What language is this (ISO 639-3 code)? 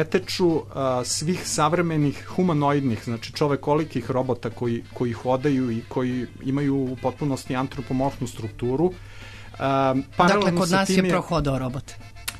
srp